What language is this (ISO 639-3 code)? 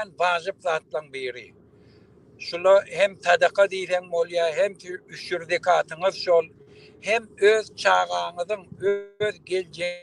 tuk